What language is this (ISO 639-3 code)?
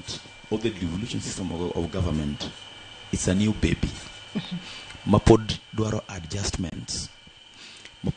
luo